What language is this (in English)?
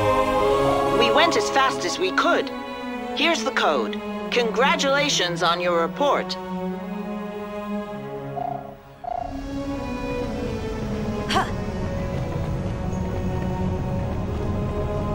English